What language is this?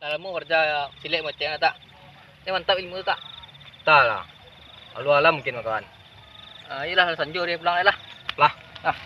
Minangkabau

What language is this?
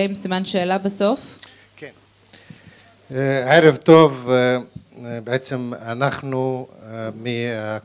Hebrew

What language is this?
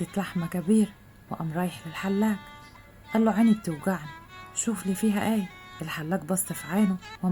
Egyptian Arabic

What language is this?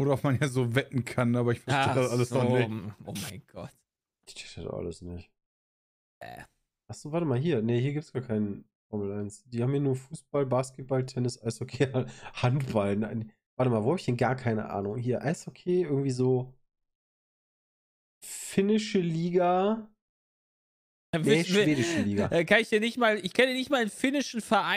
German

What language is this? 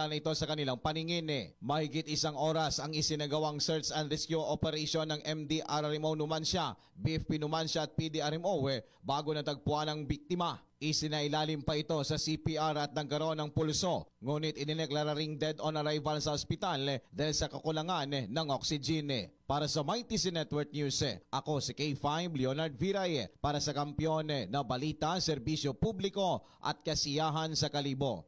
Filipino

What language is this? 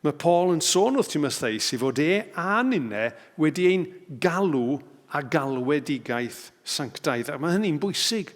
Welsh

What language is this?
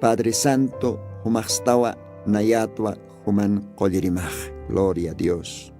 Aymara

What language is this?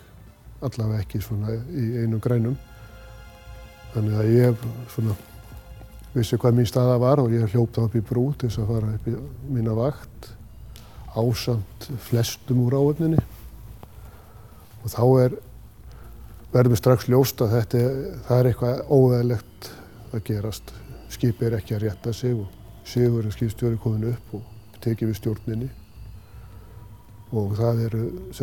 Icelandic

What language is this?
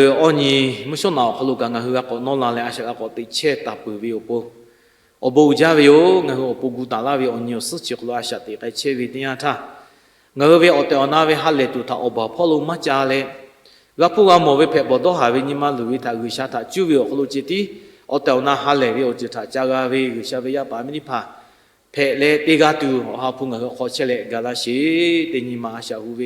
Lahu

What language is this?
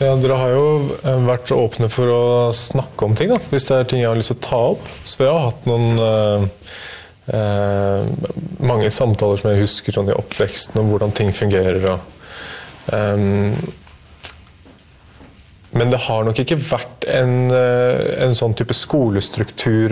Norwegian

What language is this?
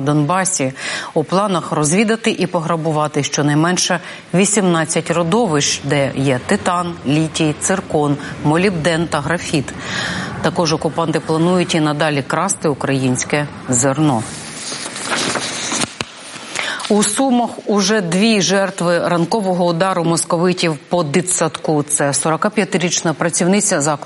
Ukrainian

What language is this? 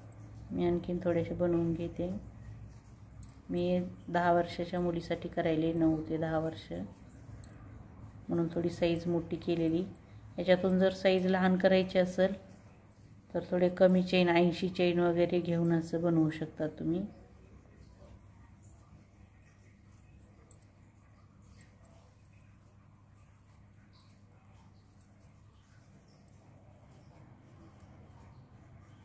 Marathi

